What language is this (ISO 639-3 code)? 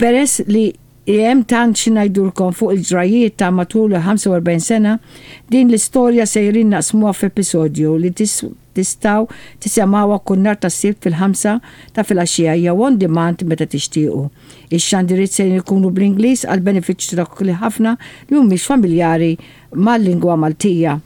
mlt